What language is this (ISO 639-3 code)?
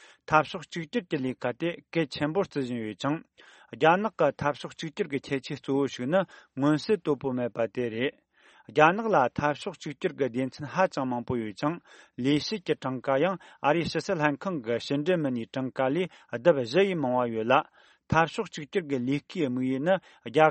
bod